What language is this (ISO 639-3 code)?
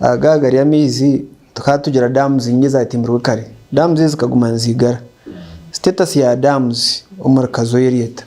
nyn